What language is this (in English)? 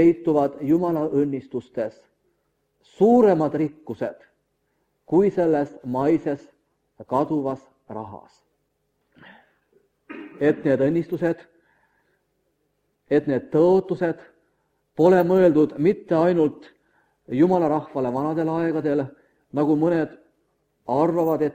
Estonian